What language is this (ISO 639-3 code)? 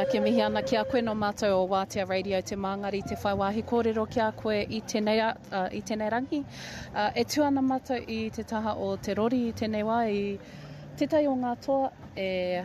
mri